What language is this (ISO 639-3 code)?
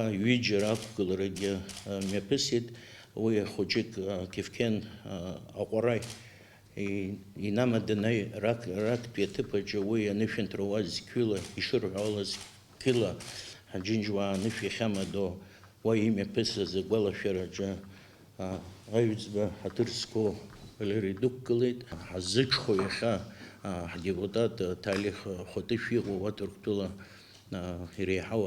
abk